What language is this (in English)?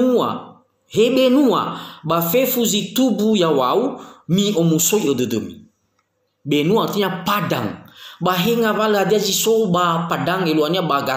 Nias